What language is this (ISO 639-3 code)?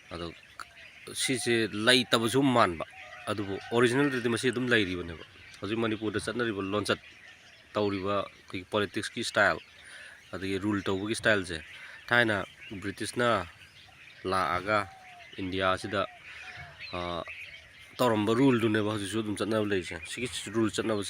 mni